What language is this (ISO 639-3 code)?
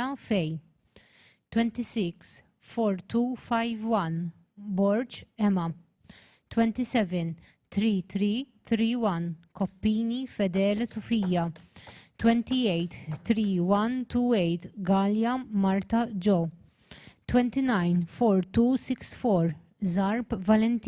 eng